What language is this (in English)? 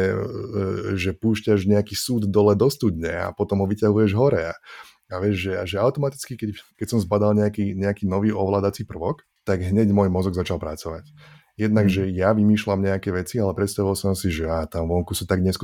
Slovak